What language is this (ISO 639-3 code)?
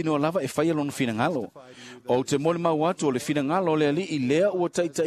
smo